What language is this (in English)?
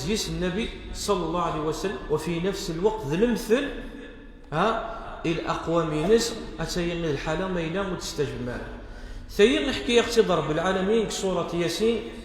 Kabyle